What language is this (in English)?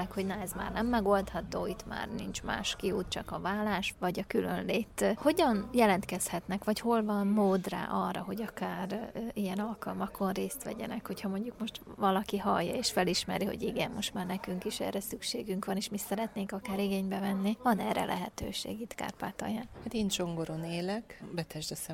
Hungarian